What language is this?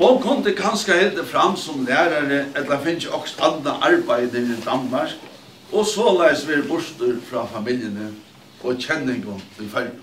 Faroese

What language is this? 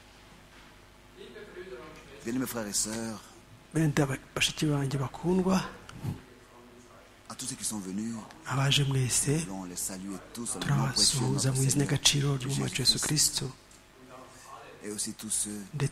Kinyarwanda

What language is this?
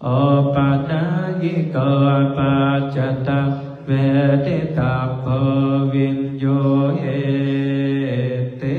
Pali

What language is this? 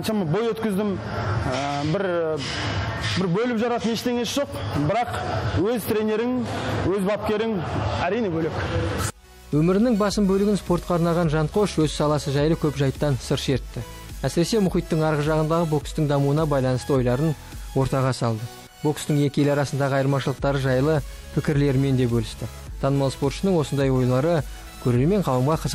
Kazakh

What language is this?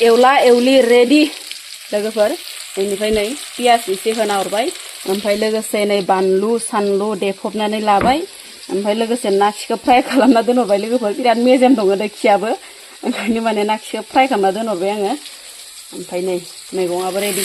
Bodo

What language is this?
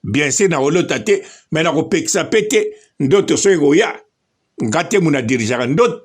Lingala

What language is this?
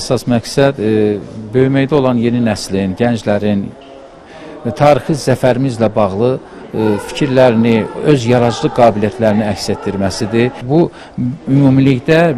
Azerbaijani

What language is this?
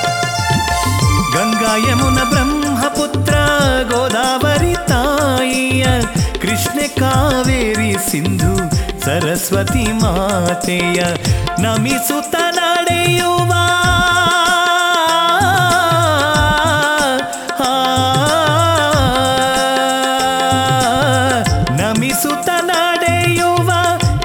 Kannada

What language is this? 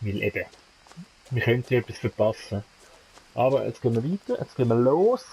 Swiss German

